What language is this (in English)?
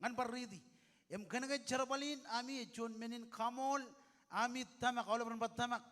Marshallese